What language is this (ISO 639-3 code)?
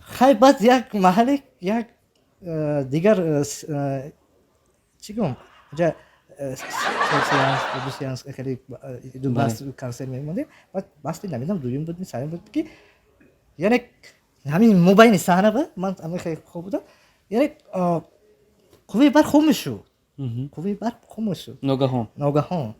tgk